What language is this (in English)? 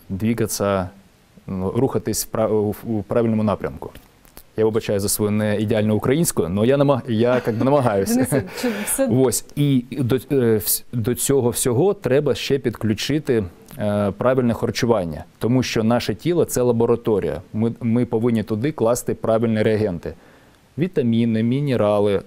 Ukrainian